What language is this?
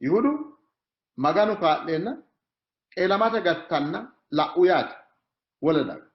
Sidamo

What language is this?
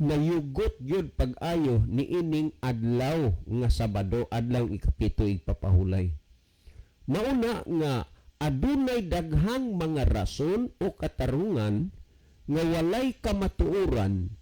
Cebuano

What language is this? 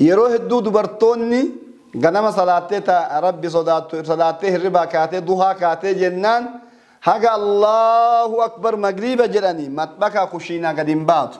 Oromo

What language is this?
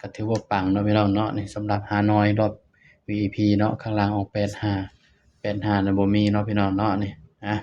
Lao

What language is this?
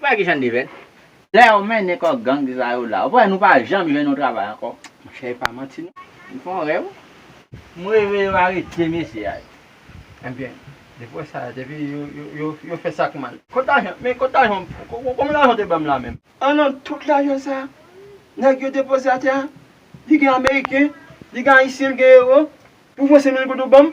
Haitian Creole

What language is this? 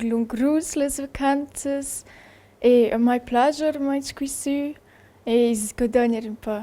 Romansh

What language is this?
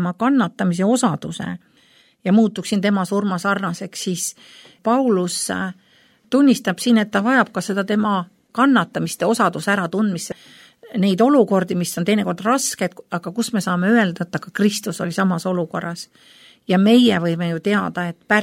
Estonian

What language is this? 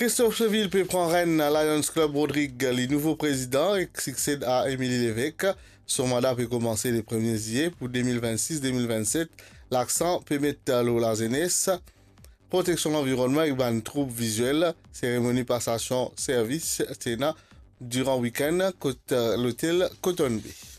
Morisyen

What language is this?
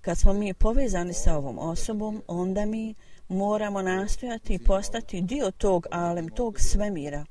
Bosnian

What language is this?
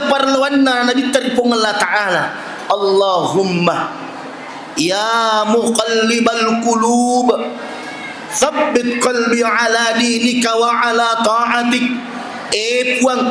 Buginese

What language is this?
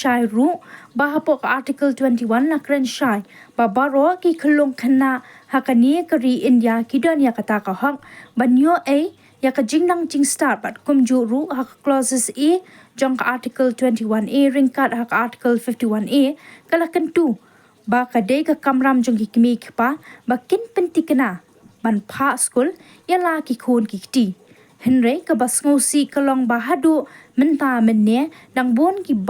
Khasi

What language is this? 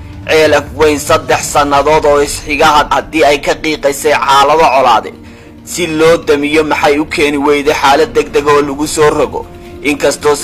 Somali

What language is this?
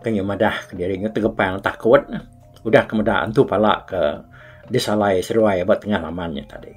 Iban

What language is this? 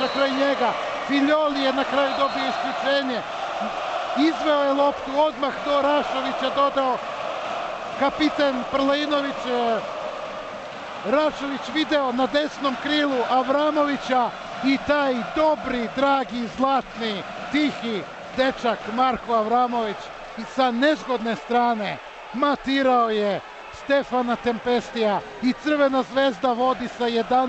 Serbian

